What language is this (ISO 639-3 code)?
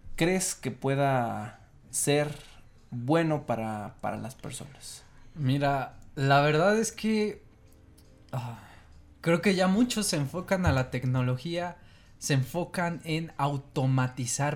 spa